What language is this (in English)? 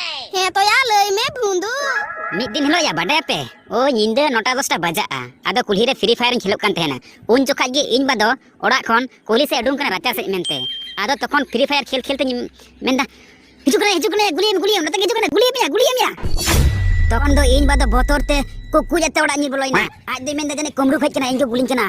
Santali